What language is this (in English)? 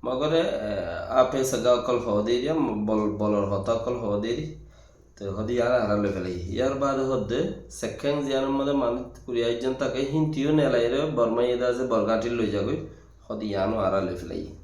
Rohingya